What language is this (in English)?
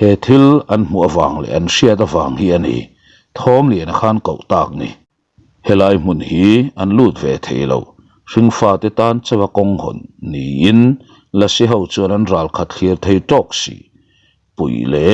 Mizo